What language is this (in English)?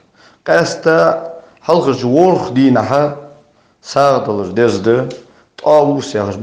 Ingush